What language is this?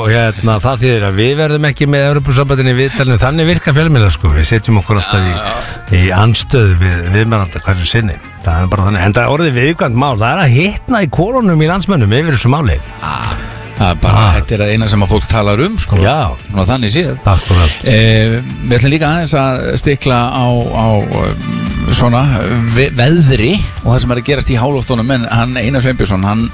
Icelandic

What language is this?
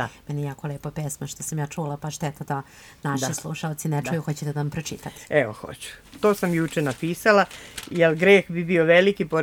Serbian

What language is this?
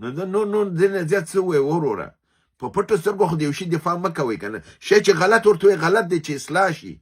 Pashto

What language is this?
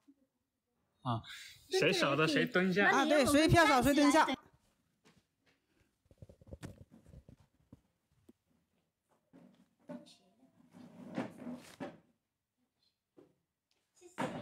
Chinese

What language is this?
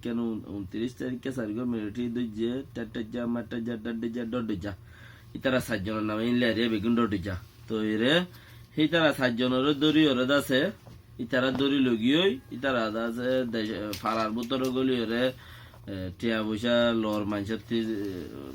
Rohingya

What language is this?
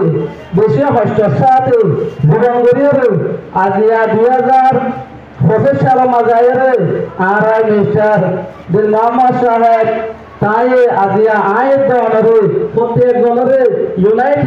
Rohingya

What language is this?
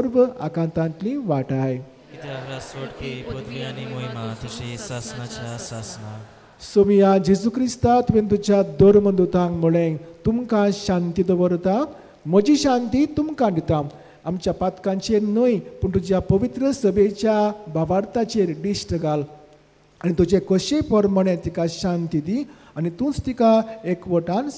Konkani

